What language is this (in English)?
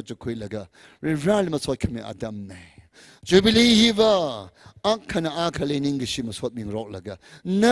Tangkhul Naga (India)